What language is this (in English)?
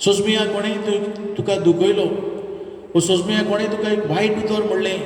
Konkani